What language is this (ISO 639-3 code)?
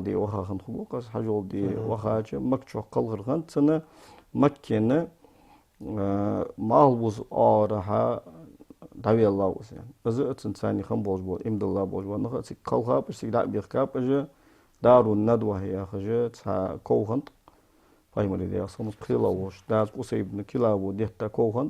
inh